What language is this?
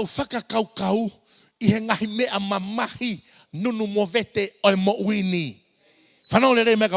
Tongan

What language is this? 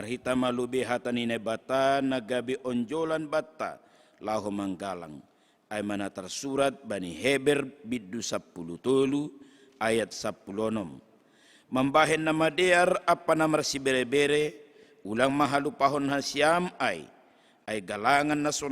Batak Simalungun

